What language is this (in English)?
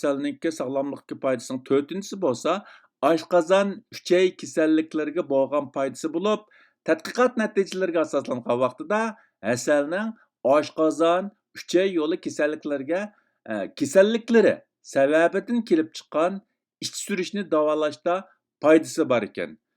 Uyghur